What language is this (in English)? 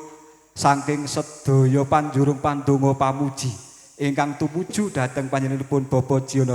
Javanese